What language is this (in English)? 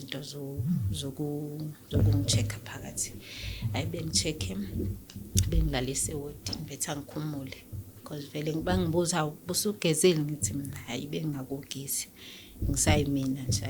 Zulu